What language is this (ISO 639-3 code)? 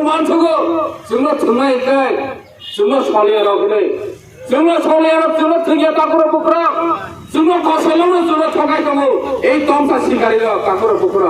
trp